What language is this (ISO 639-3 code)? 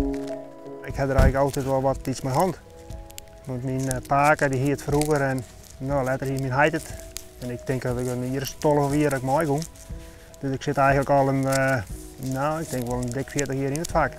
fry